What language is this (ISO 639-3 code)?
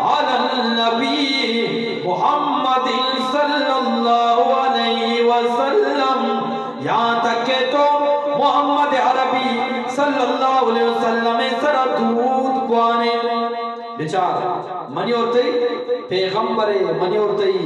bgp